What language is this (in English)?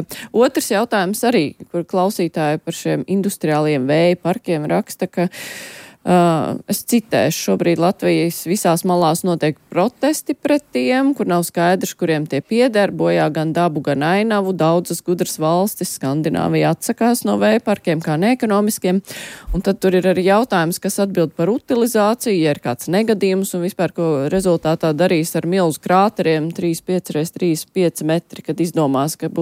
Latvian